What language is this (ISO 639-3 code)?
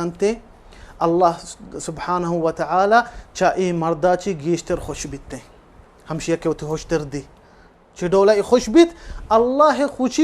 bal